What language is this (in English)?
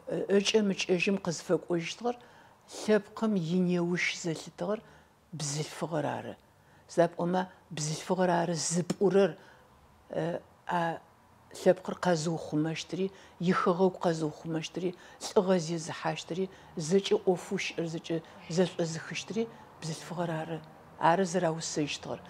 Adyghe